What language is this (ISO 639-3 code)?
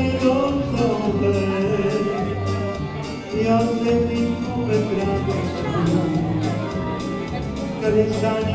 srp